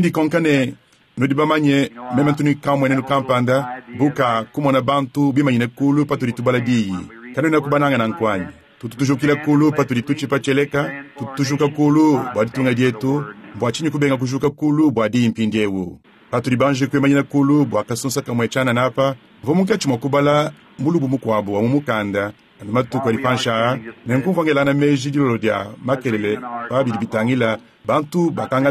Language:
Luba-Lulua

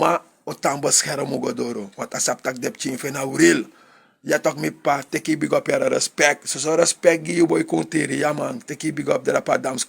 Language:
Sranan Tongo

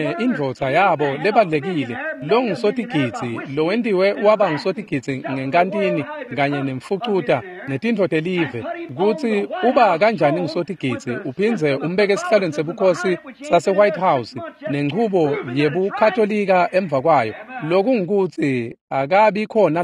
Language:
Swati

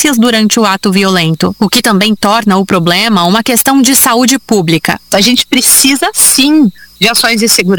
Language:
Portuguese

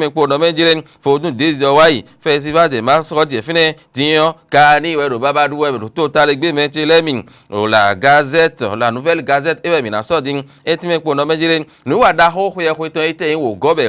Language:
Fon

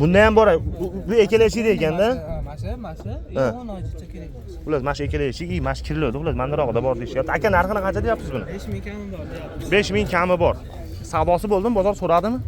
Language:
Uzbek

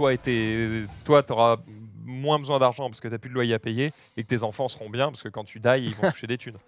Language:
French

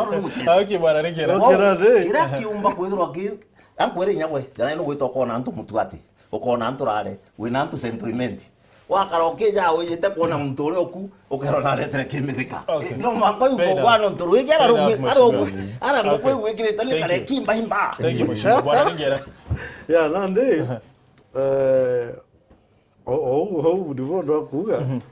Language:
Meru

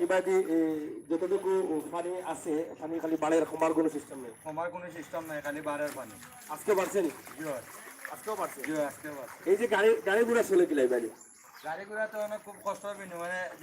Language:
Sylheti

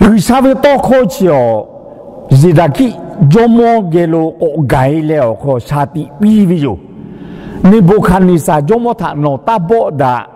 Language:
Lahu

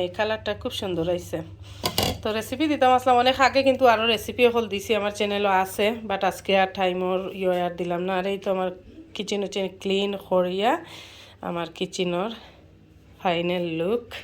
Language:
Sylheti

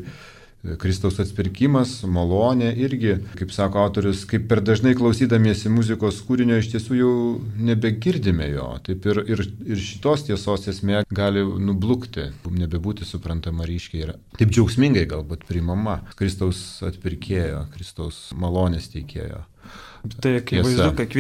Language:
Lithuanian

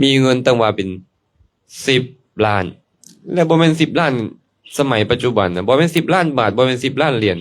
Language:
Lao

